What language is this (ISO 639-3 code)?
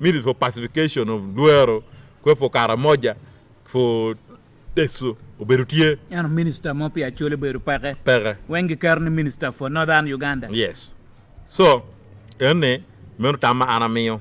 ach